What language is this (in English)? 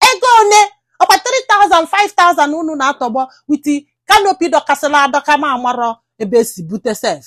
Igbo